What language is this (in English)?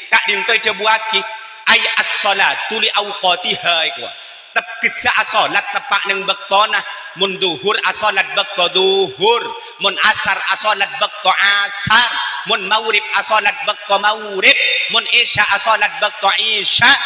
Madurese